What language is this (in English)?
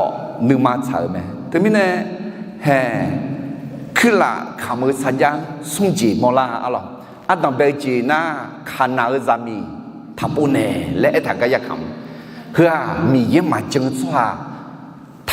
Akha